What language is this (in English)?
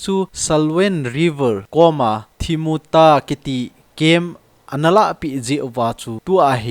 Thado Chin